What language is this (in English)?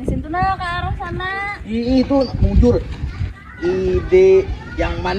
Banjar